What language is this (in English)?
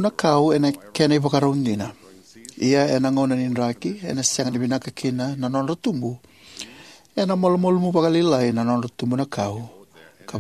Fijian